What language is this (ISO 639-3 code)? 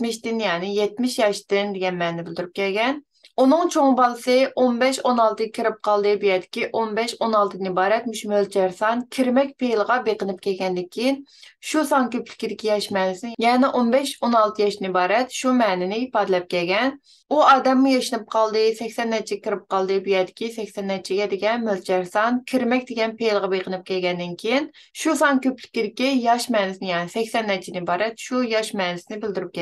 uig